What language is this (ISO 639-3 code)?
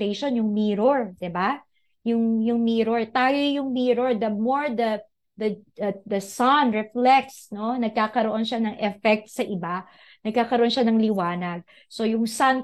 fil